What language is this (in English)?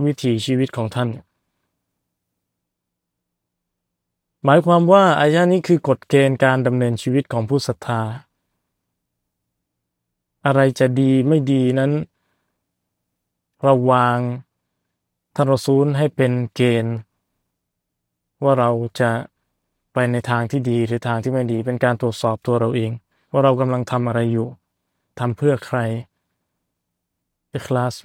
Thai